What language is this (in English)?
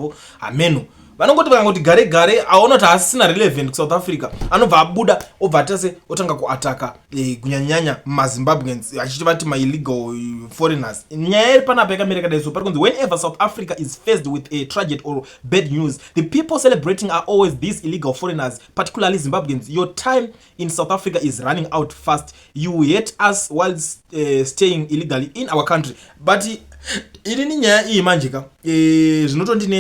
Shona